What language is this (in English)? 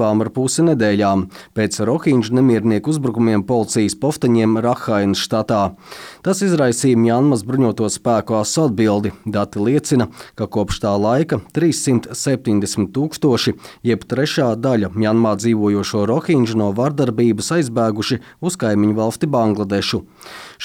Latvian